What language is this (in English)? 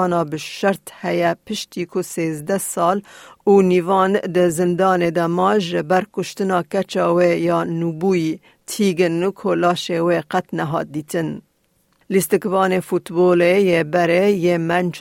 Kurdish